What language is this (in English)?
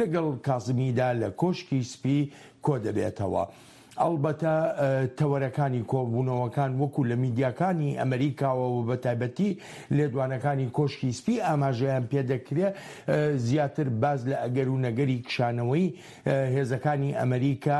Central Kurdish